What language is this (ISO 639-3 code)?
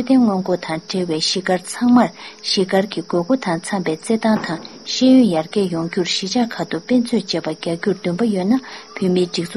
bod